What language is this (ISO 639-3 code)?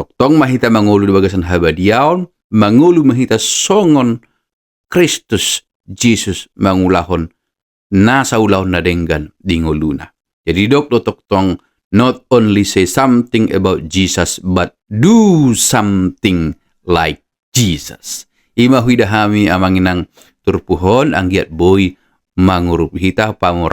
bbc